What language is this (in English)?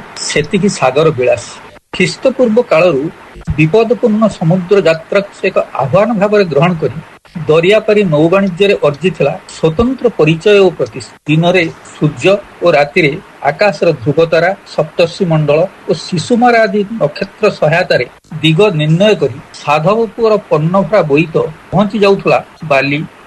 Odia